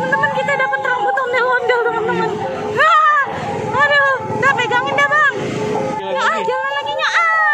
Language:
Betawi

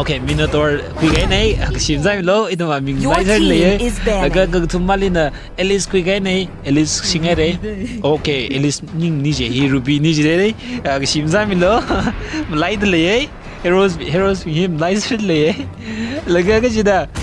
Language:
Tangkhul Naga (India)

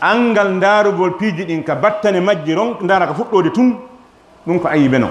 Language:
Fula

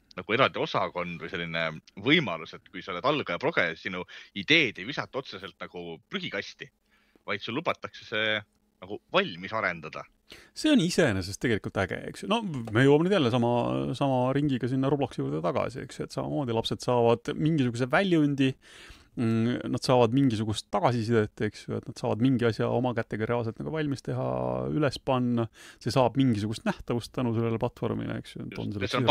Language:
Estonian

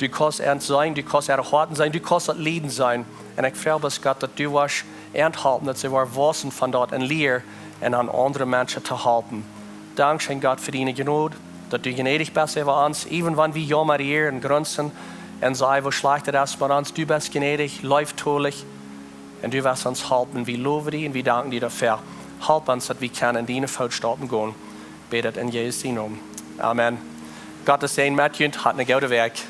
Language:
Plautdietsch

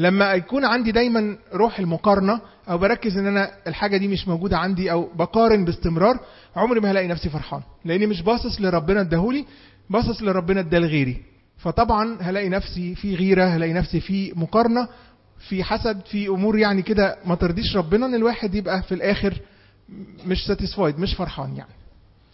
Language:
Egyptian Arabic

